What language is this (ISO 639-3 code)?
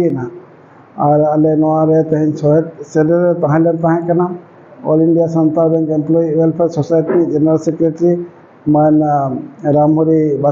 sat